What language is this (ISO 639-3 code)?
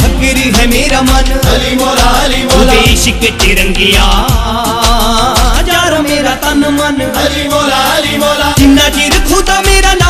hin